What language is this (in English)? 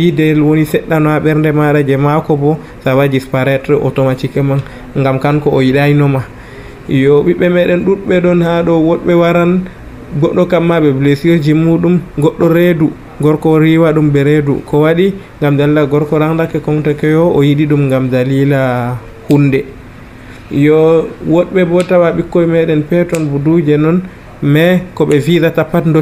Nigerian Fulfulde